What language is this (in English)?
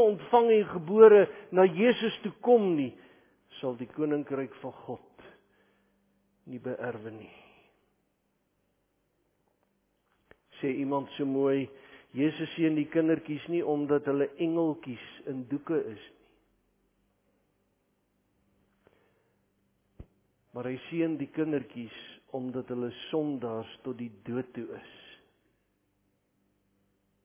Afrikaans